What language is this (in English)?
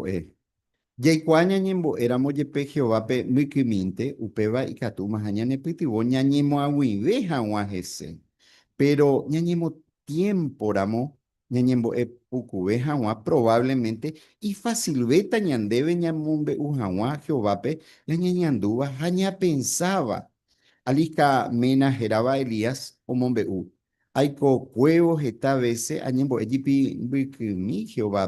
Guarani